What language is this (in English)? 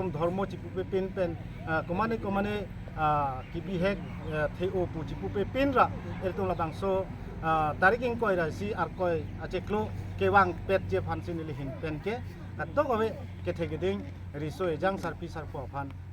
Karbi